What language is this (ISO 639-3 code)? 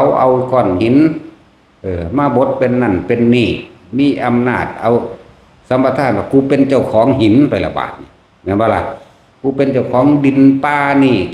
lao